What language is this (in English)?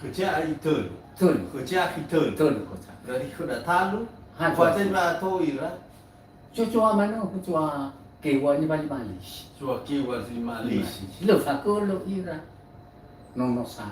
Nias